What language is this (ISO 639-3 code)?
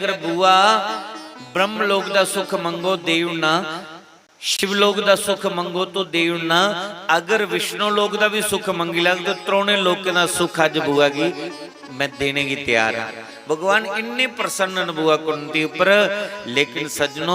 doi